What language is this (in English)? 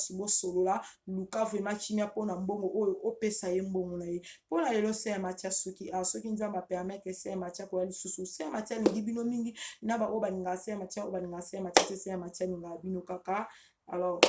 Lingala